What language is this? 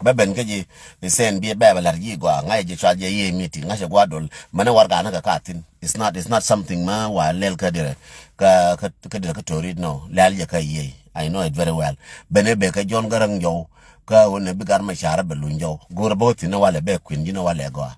Nuer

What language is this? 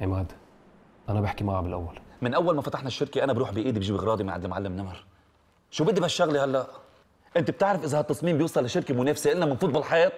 North Levantine Arabic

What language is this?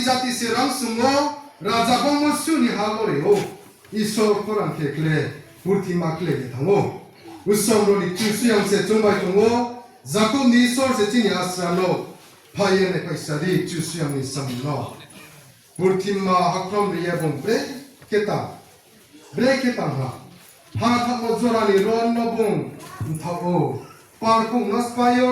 Riang (India)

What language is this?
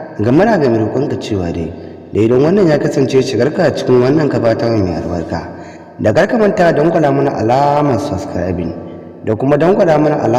Hausa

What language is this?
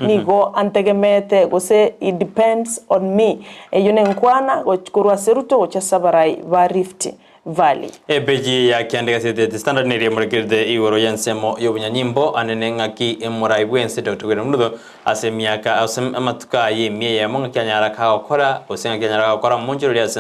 Gusii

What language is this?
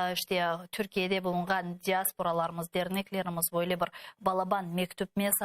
Crimean Tatar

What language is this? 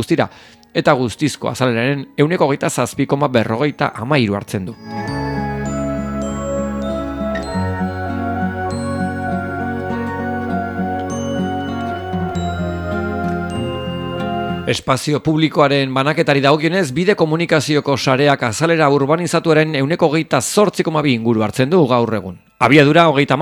Basque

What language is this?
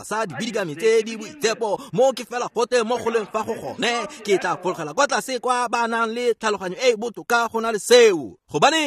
Tswana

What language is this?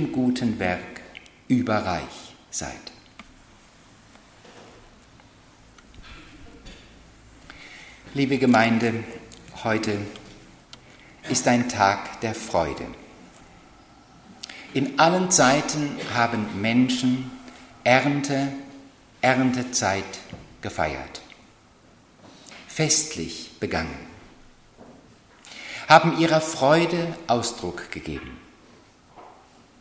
German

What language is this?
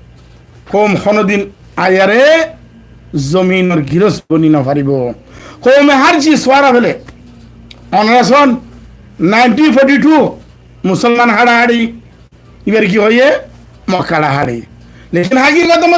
Rohingya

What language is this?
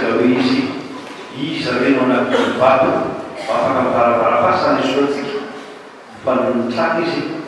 Malagasy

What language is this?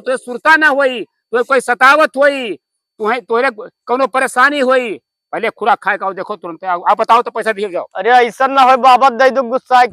Awadhi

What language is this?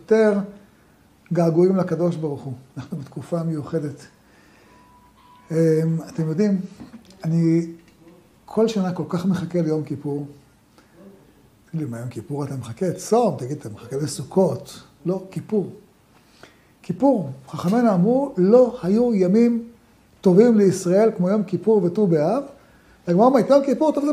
Hebrew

